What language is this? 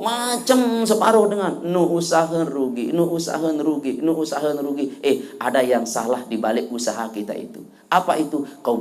Sasak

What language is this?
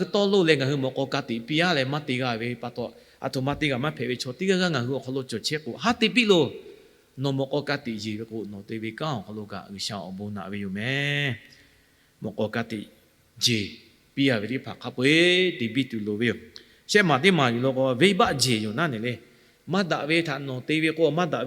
Lahu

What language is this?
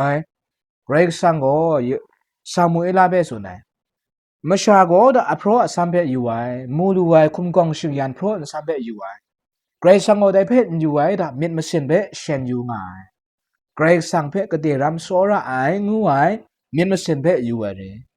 Kachin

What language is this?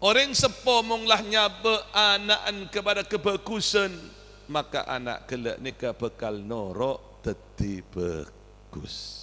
Madurese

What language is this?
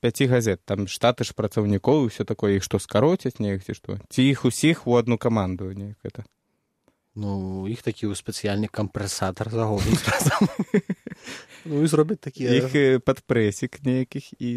Belarusian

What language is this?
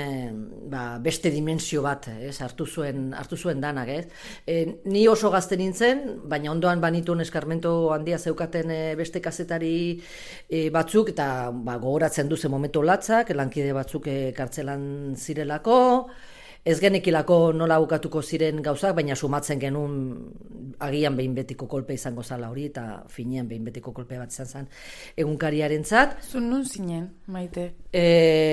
Basque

